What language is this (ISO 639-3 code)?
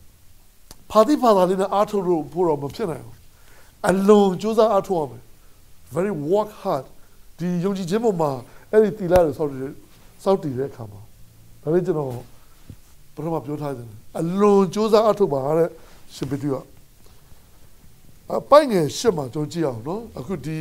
mya